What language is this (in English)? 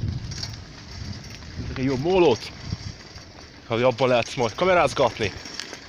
Hungarian